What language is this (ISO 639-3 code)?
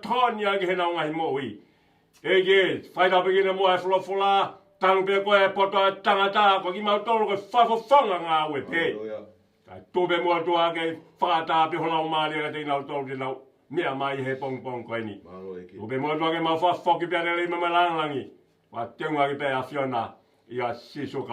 ton